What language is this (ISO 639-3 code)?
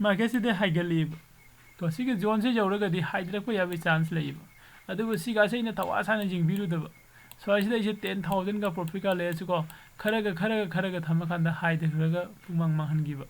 mni